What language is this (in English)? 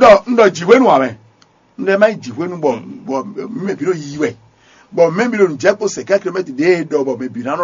Fon